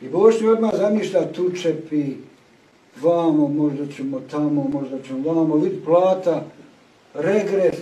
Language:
Bosnian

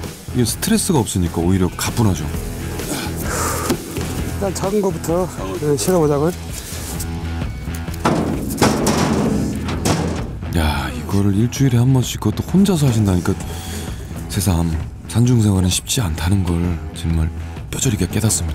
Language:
Korean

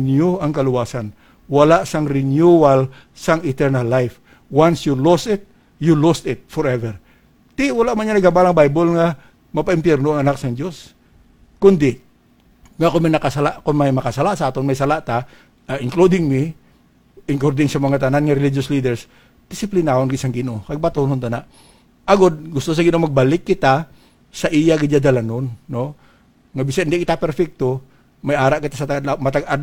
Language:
Hiligaynon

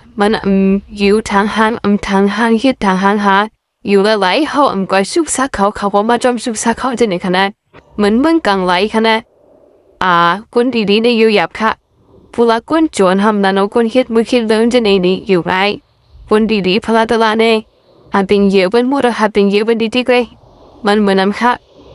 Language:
Shan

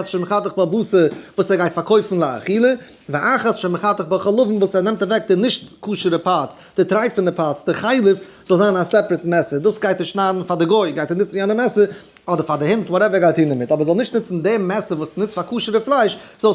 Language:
Yiddish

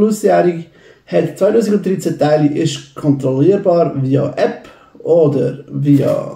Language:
Swiss German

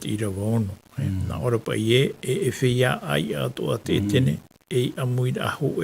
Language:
Tahitian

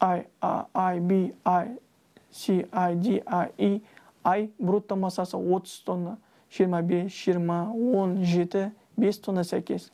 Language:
Kazakh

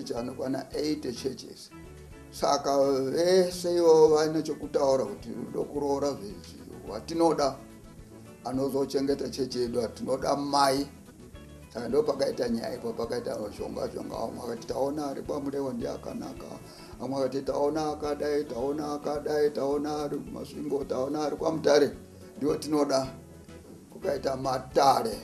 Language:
Shona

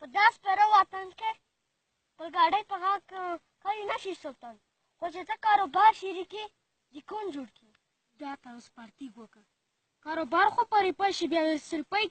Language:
Pashto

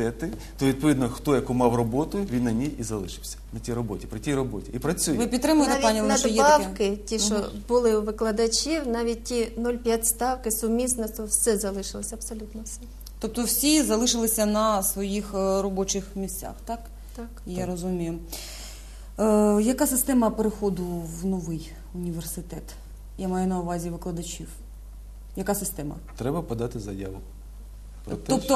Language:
Ukrainian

